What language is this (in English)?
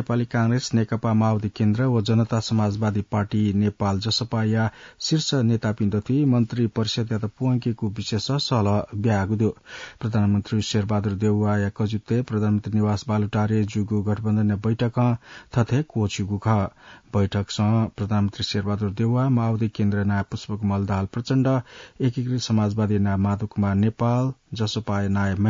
Newari